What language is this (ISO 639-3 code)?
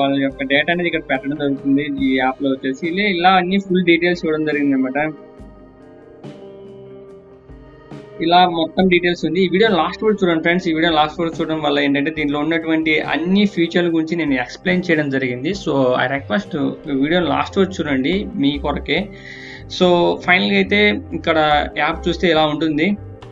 tel